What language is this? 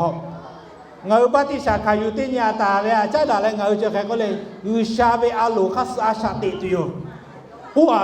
Lahu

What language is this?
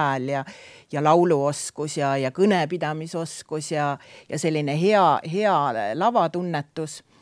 Estonian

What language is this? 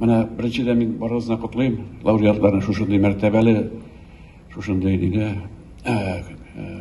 Tatar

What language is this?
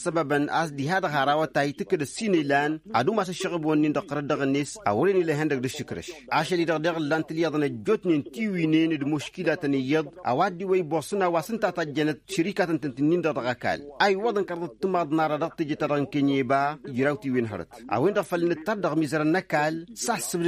Tamasheq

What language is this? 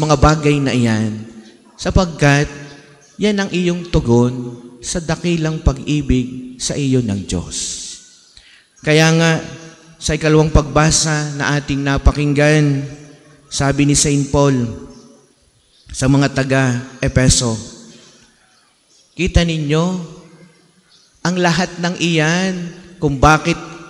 Filipino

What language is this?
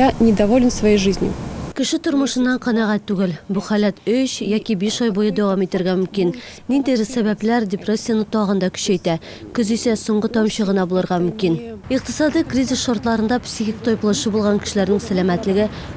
Tatar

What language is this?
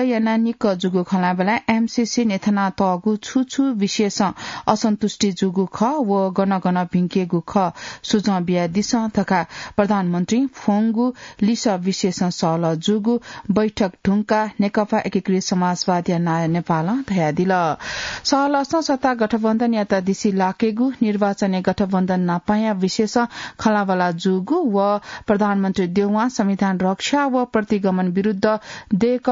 Newari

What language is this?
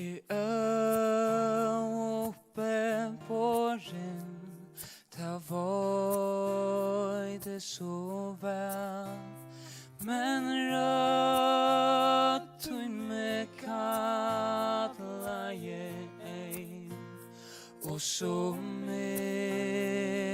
Faroese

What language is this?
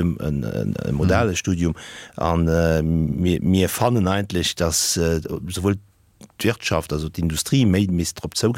Luxembourgish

